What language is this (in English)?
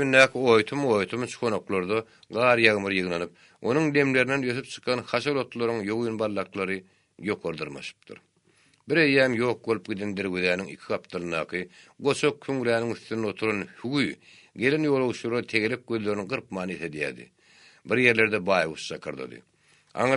Turkmen